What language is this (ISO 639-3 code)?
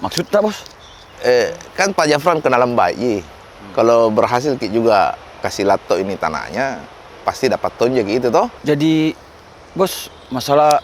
mfp